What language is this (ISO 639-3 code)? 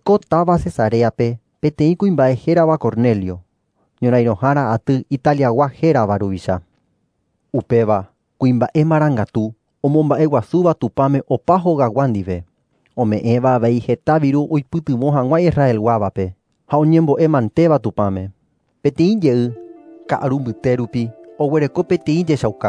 grn